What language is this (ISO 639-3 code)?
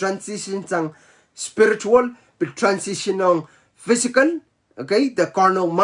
pon